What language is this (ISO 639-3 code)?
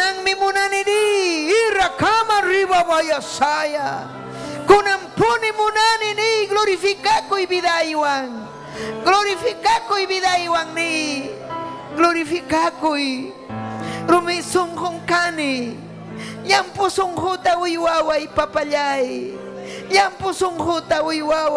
quy